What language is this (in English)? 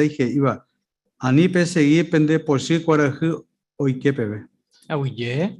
Guarani